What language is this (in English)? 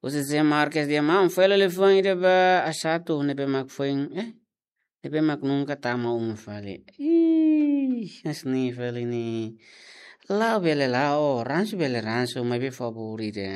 Tetum